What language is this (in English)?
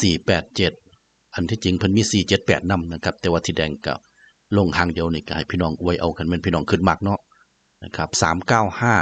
Northeastern Thai